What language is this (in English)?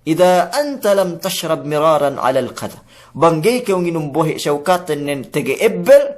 Yakan